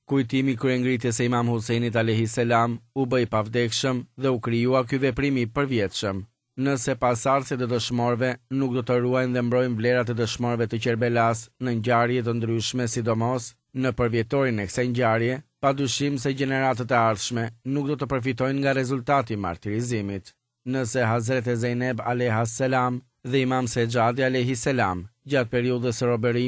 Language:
Albanian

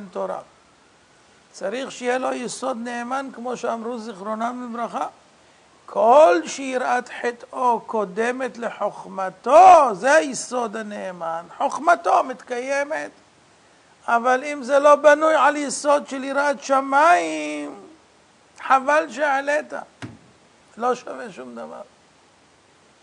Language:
Hebrew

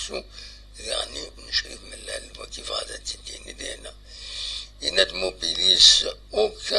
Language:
Kabyle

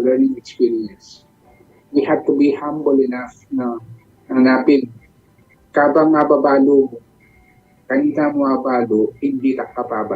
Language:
Pampanga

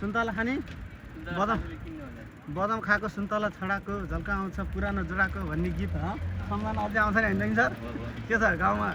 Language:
Nepali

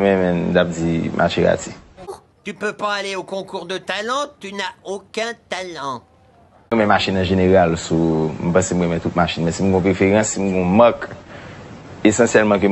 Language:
Haitian Creole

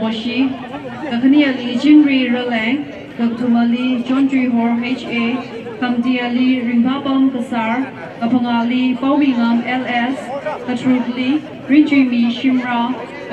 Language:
Tangkhul Naga (India)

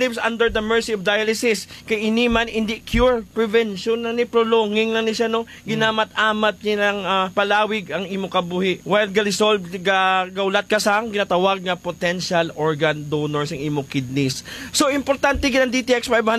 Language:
Hiligaynon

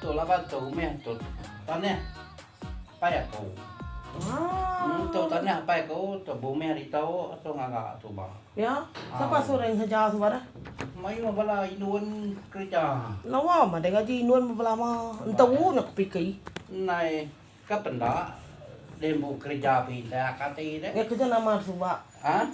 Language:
Iban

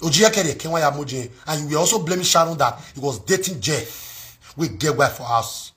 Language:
Nigerian Pidgin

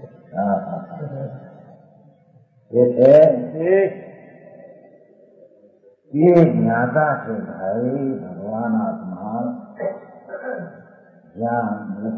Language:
Gujarati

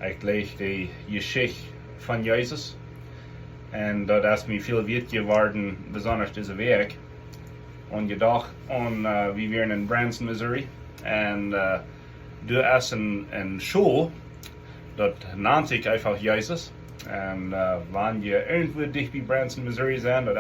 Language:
Plautdietsch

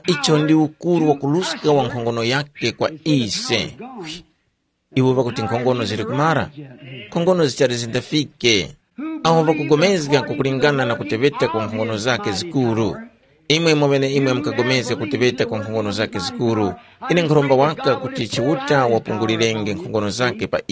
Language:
Tumbuka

